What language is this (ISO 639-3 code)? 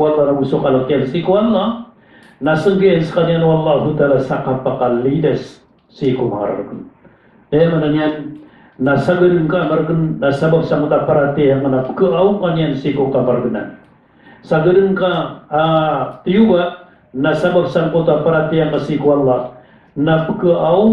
mrw